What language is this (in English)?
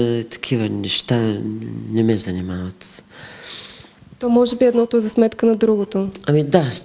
Bulgarian